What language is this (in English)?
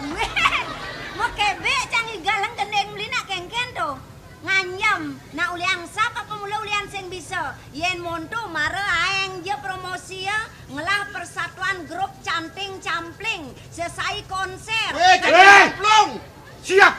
Balinese